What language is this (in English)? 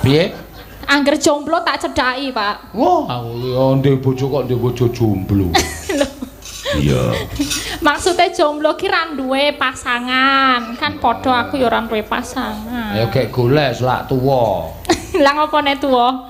Javanese